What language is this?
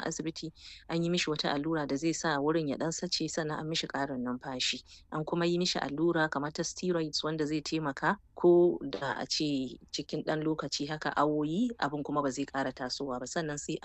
Hausa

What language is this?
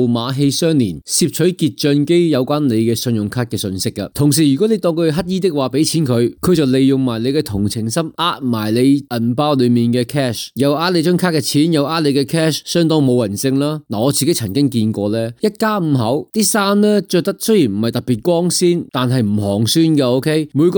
Cantonese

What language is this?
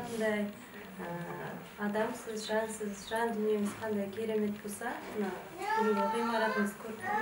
Kazakh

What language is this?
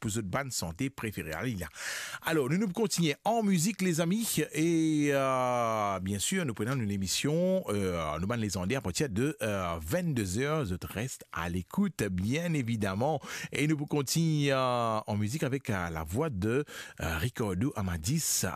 Morisyen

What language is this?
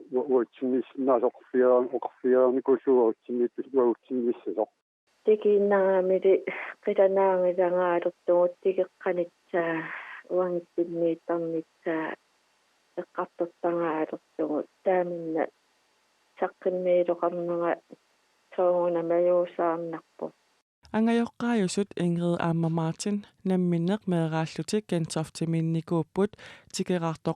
Kalaallisut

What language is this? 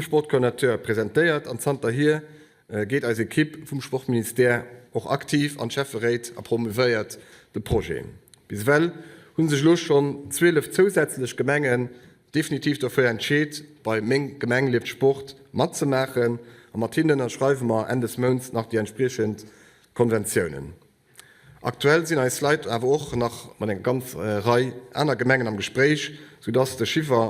Luxembourgish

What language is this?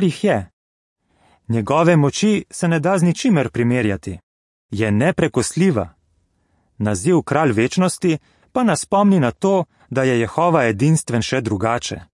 Slovenian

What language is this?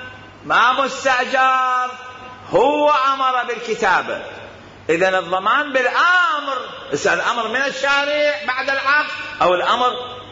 Mesopotamian Arabic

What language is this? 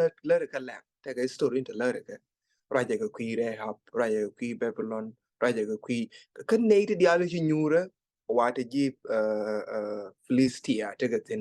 Nuer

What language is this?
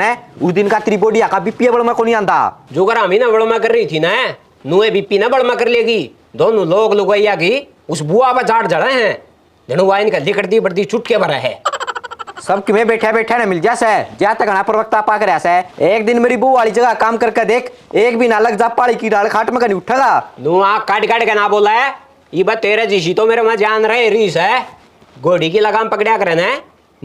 Haryanvi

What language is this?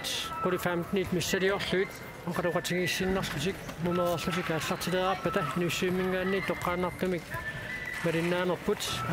Kalaallisut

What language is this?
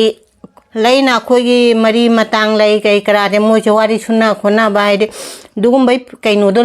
Manipuri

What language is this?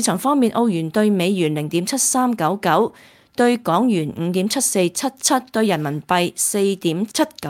Cantonese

